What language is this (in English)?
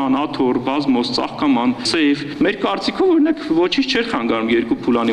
Armenian